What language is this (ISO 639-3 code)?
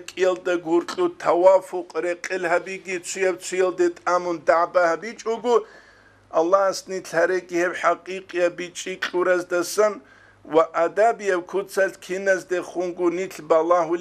ava